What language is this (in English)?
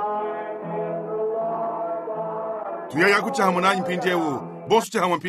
Luba-Lulua